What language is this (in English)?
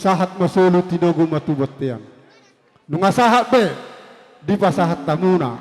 Batak Toba